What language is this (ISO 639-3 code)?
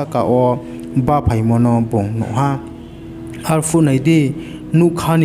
ria